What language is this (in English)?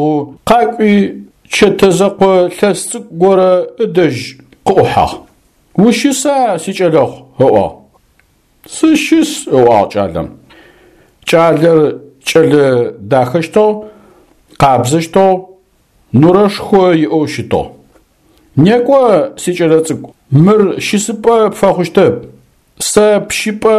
Adyghe